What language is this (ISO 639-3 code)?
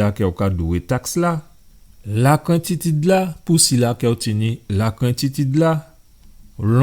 gcf